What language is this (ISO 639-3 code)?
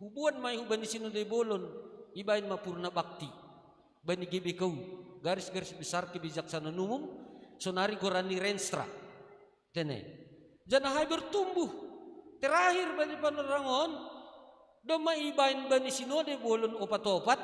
bts